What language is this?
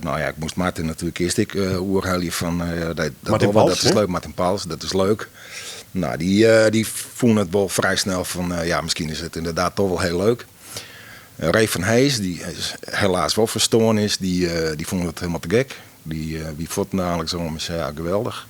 Western Frisian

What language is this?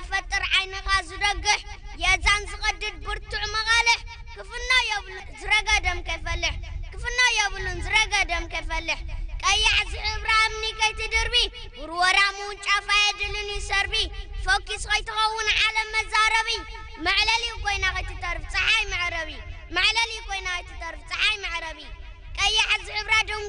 Tigrinya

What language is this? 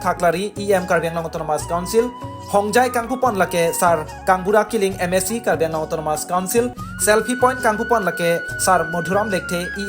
Karbi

